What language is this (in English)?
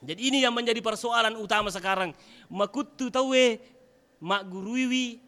Buginese